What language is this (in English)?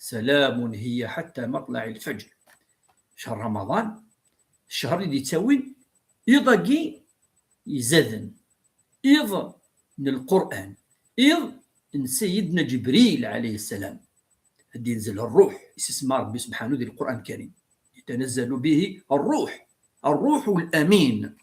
Kabyle